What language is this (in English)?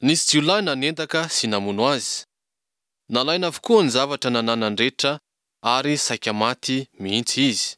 Malagasy